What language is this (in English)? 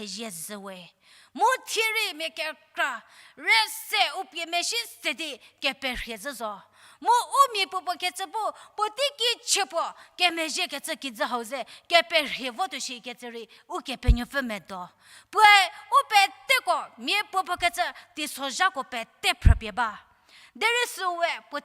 Angami Naga